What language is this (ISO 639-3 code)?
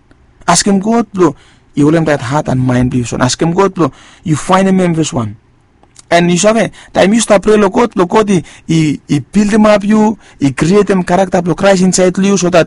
bis